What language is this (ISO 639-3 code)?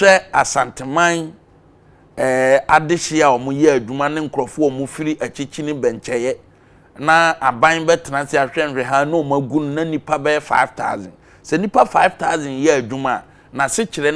aka